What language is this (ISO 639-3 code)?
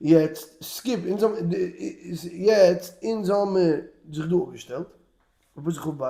yid